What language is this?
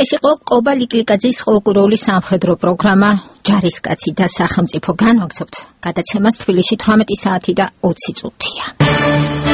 Georgian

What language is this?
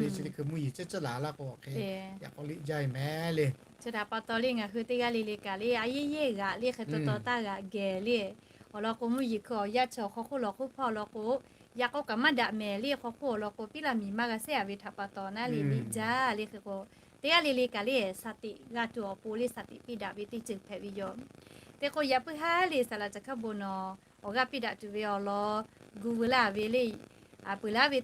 Lahu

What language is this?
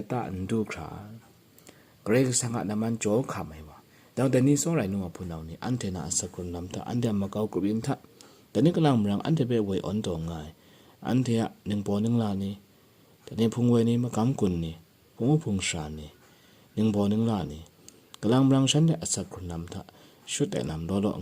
Kachin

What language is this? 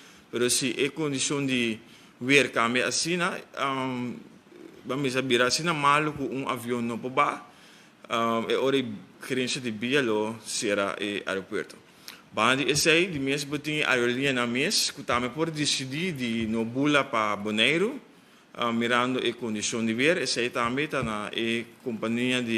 Papiamento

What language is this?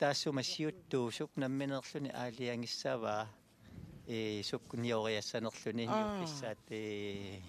Kalaallisut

